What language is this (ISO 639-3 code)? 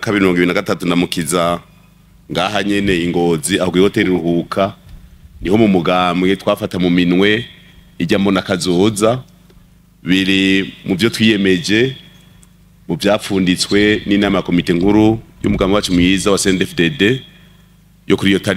run